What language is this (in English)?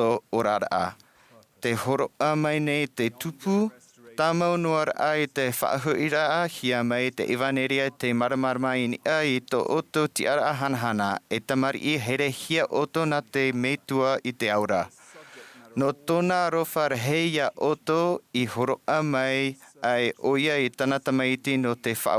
Tahitian